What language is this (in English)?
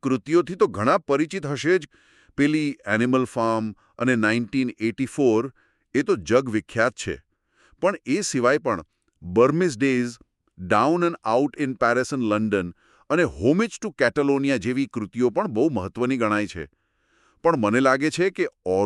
Gujarati